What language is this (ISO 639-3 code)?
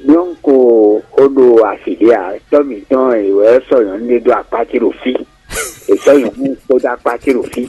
fon